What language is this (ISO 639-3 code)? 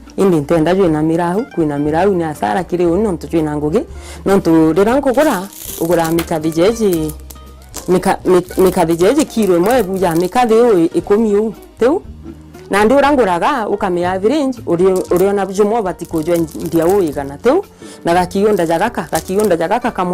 mer